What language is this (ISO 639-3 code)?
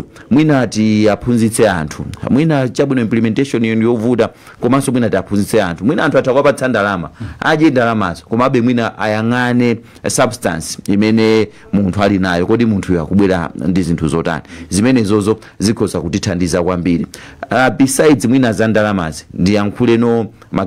nya